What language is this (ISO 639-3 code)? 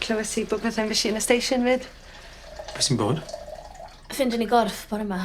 cym